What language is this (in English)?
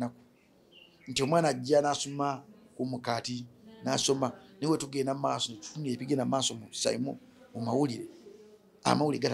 Ganda